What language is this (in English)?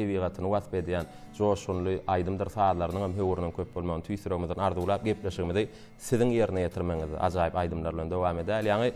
Turkmen